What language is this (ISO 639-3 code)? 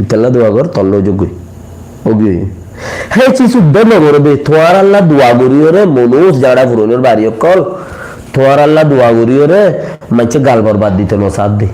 rhg